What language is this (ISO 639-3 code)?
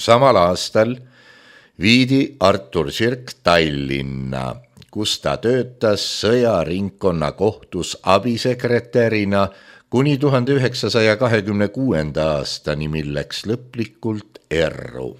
est